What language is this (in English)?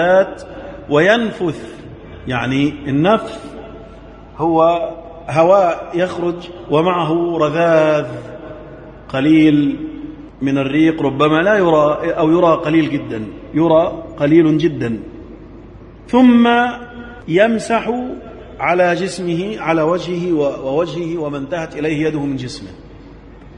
Arabic